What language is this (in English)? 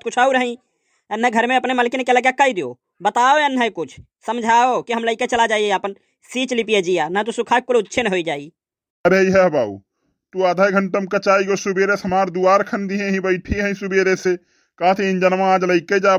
Awadhi